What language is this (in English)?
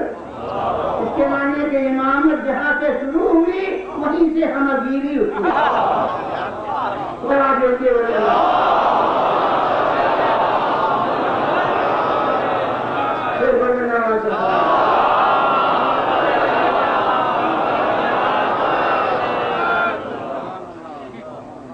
Urdu